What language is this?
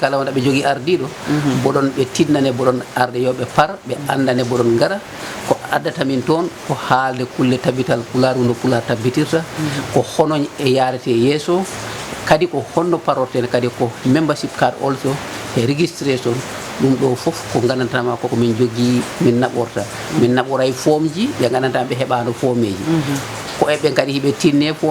Fula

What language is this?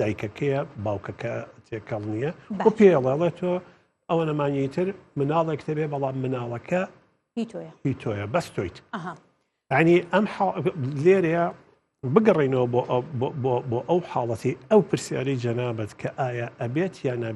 Central Kurdish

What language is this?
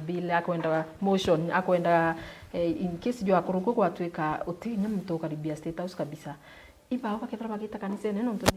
Meru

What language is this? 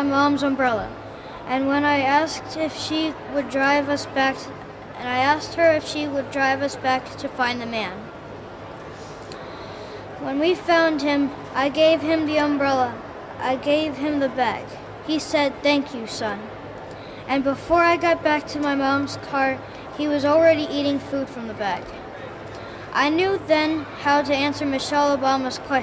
English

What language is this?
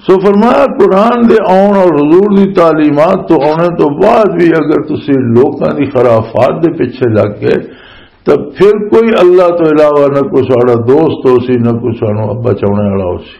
Western Panjabi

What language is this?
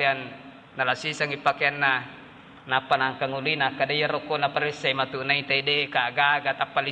Buginese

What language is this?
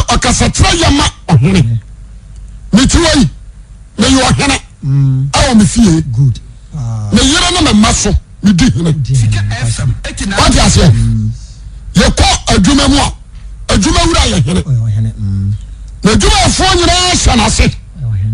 Akan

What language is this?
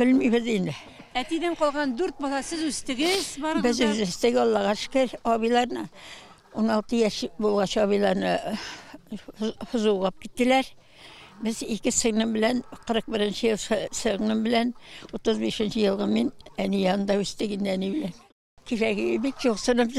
Tatar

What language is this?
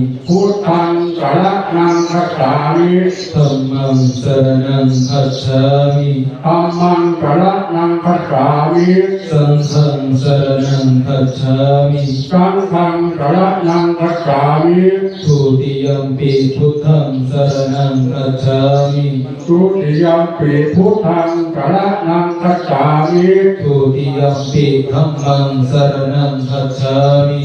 Pali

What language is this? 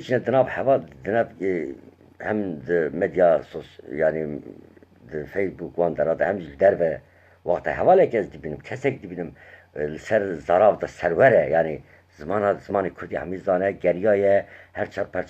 Kurdish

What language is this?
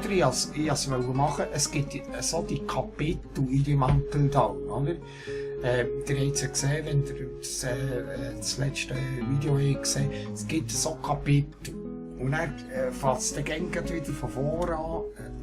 Swiss German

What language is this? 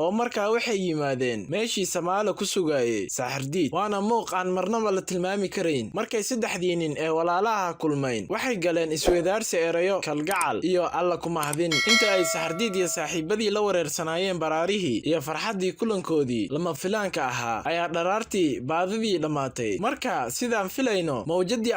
Somali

